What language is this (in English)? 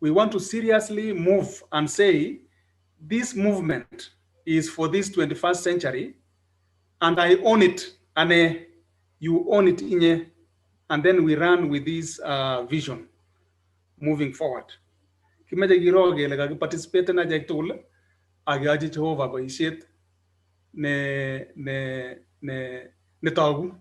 Kalenjin